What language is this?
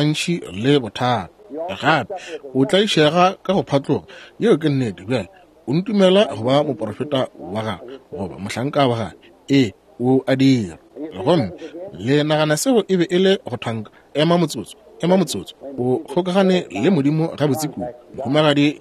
Northern Sotho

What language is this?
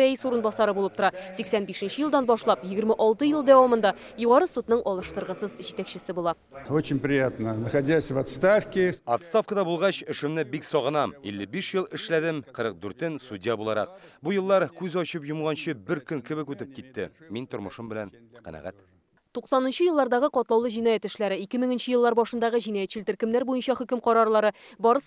Tatar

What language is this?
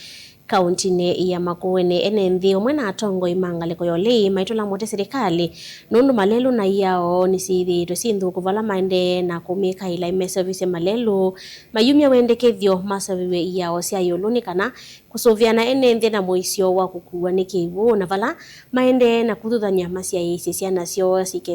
Kamba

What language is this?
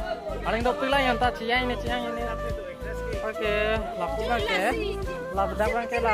Karbi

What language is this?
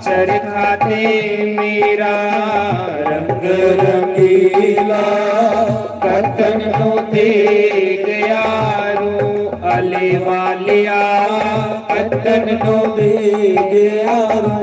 Dogri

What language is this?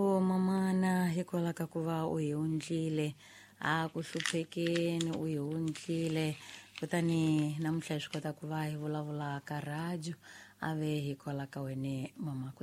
Tsonga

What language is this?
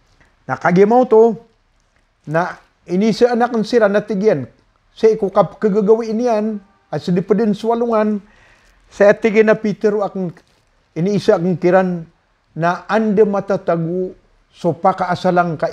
Maranao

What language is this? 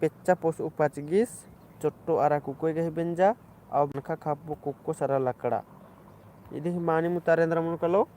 Kurukh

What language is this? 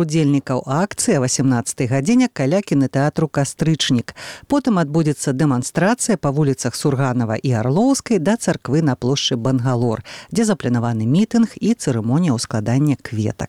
Belarusian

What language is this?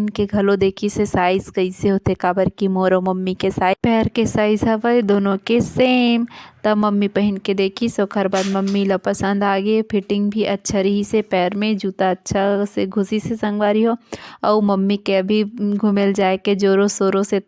Chhattisgarhi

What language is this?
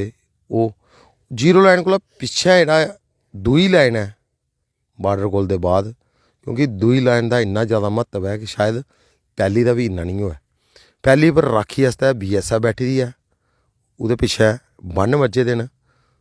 Dogri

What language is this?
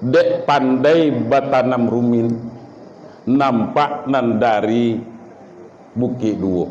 Minangkabau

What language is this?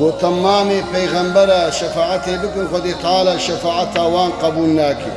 Kurdish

